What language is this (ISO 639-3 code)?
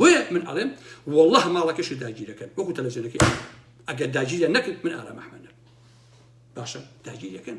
ckb